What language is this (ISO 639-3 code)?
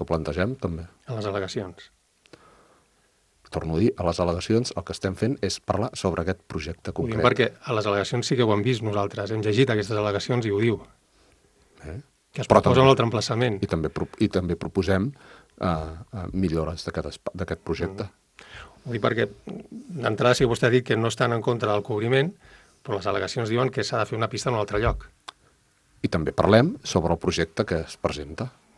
cat